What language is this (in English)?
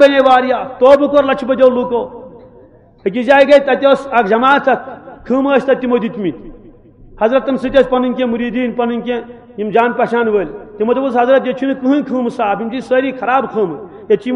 Kashmiri